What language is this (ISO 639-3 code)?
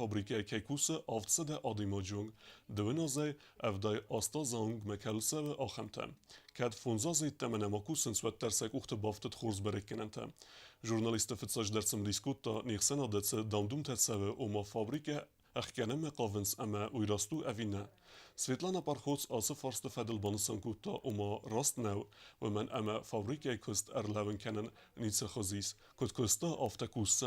oss